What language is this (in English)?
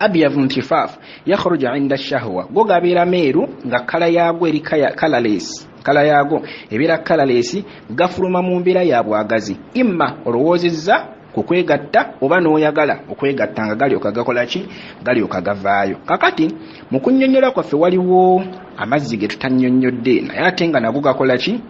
Ganda